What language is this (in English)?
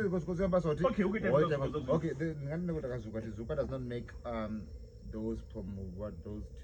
Venda